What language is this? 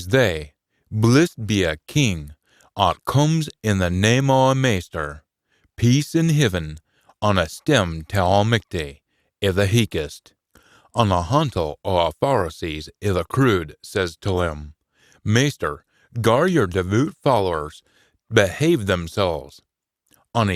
Scots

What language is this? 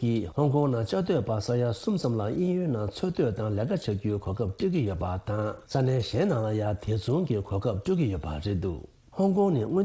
Tibetan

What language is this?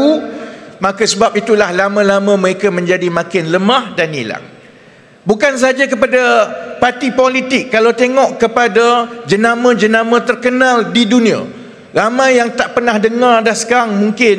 Malay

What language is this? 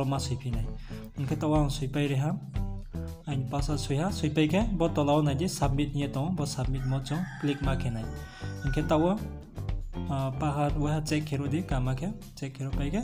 Riang (India)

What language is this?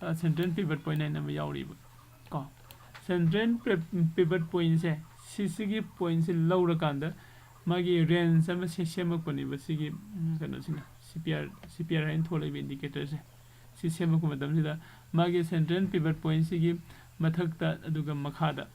Manipuri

